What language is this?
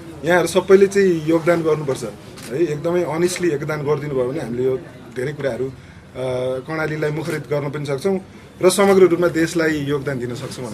Nepali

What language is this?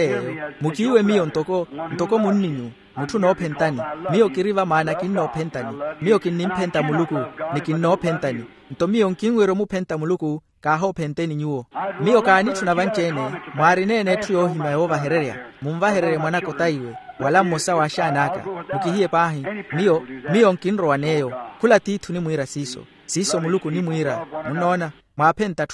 Makhuwa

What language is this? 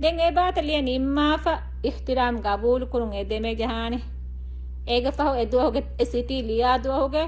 Divehi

